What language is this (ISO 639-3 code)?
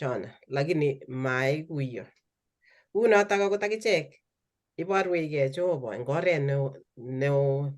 kln